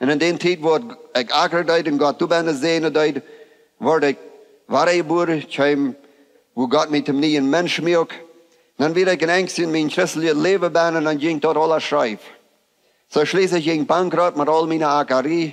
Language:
Plautdietsch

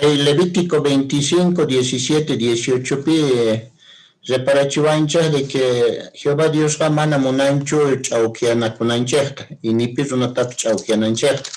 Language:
Quechua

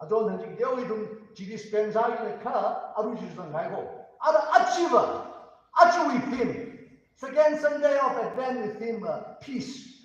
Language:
Tangkhul Naga (India)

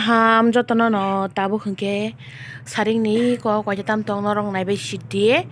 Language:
Kok Borok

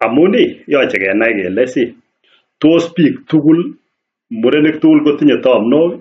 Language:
Kalenjin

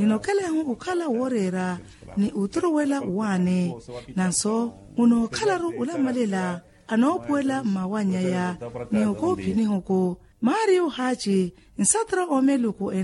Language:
Makhuwa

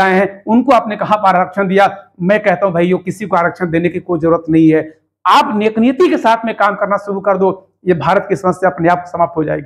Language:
Hindi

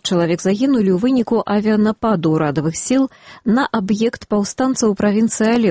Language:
Belarusian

